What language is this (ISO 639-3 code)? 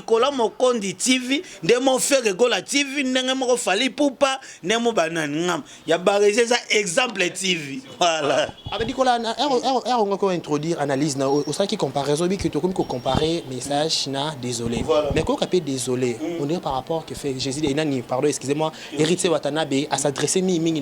lin